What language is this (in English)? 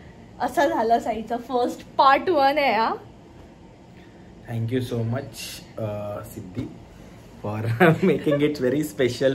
Marathi